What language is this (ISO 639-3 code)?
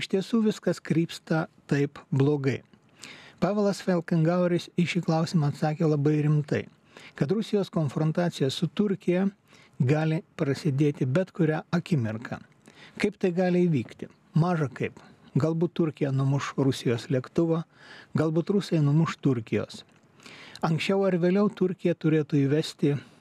lit